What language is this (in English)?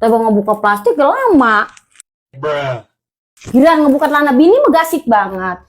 Betawi